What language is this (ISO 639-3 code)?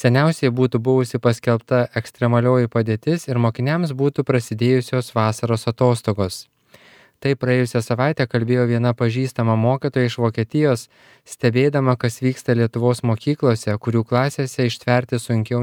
lit